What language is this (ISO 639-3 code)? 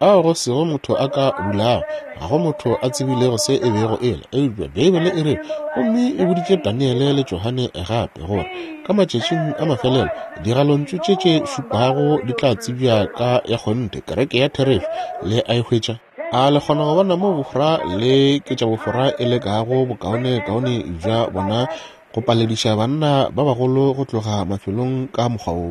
nso